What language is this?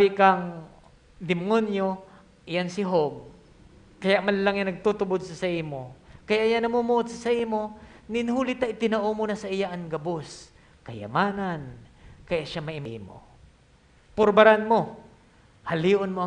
Bikol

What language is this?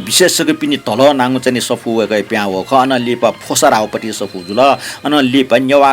Newari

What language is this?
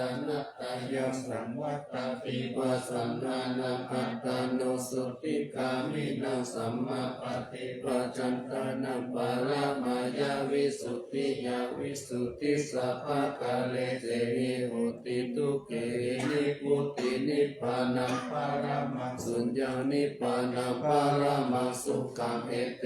Pali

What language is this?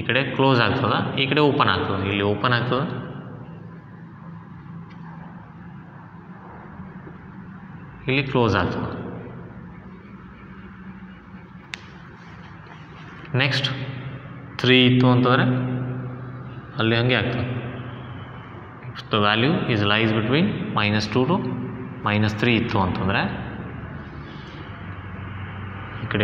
Kannada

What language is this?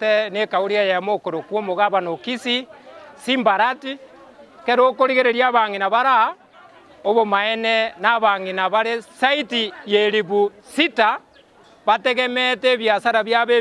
Gusii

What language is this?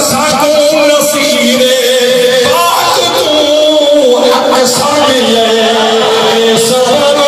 Saraiki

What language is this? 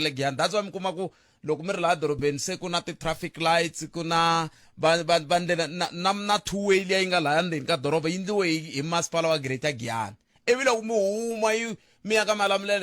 Tsonga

